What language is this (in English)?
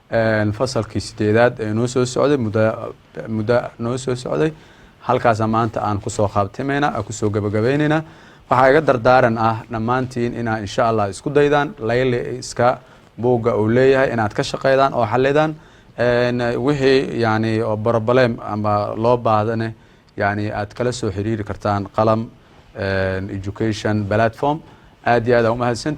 Somali